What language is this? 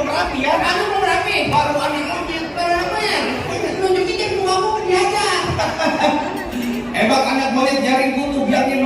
Betawi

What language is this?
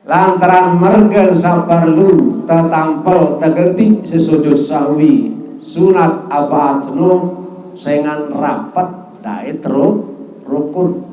Sasak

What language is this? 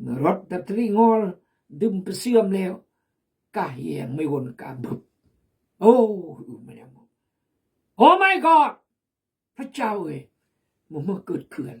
Khmu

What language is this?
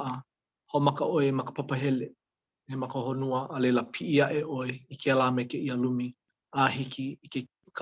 Hawaiian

